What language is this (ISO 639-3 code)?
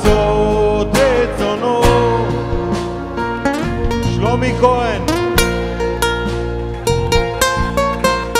heb